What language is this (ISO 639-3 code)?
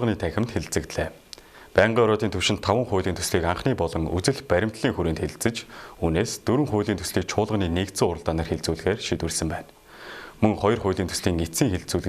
mon